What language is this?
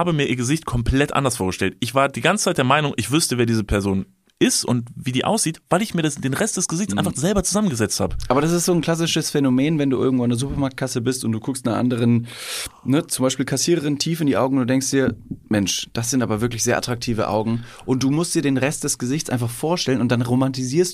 German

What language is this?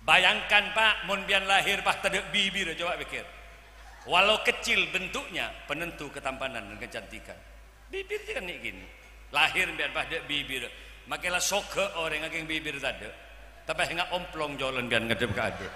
Madurese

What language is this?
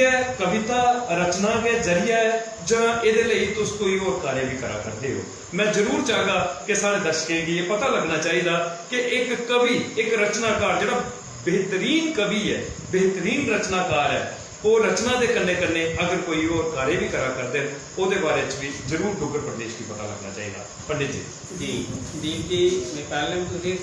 Dogri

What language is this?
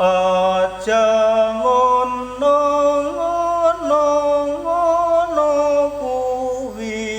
Javanese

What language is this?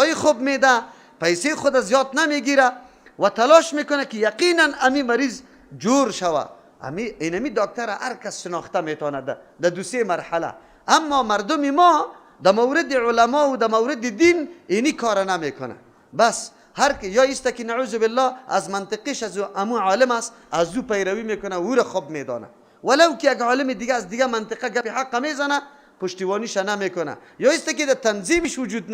Persian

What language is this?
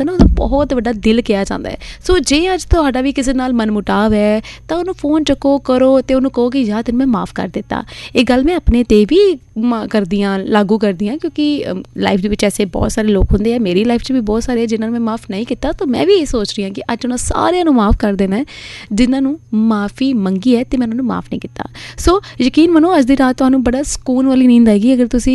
Punjabi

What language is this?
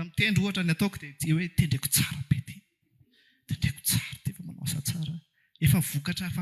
Malagasy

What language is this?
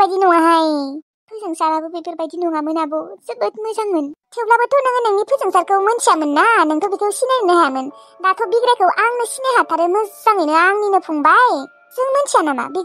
Bodo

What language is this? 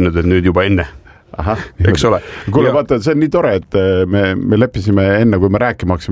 Estonian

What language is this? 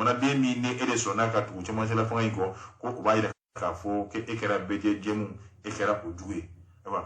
Bambara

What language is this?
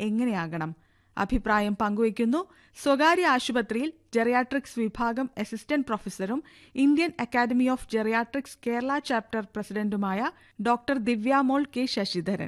Malayalam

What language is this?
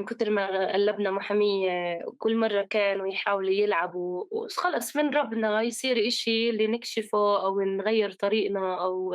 North Levantine Arabic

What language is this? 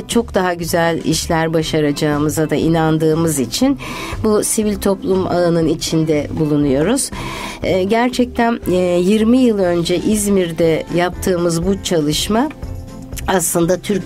Turkish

